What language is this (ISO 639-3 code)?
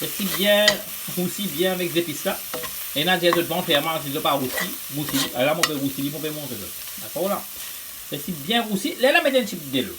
mfe